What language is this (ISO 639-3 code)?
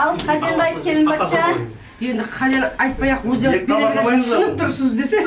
kaa